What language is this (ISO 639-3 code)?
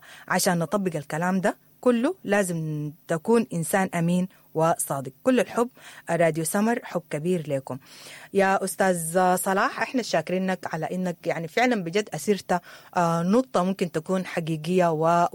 apd